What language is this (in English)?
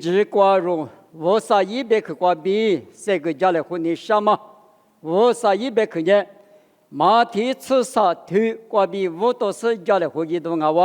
Lisu